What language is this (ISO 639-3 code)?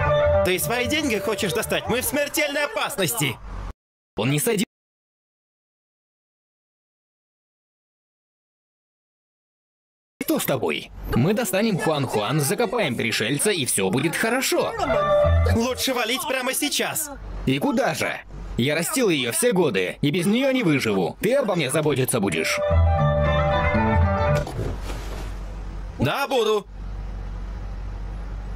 rus